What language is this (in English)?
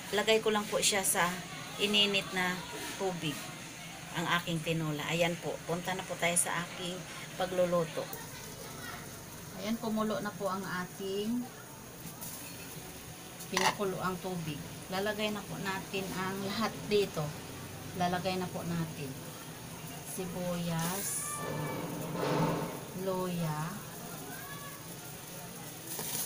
Filipino